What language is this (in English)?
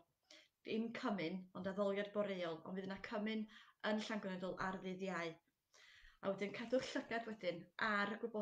Welsh